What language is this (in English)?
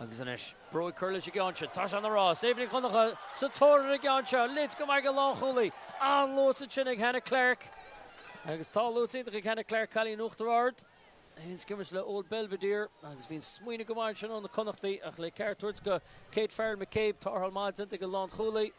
Irish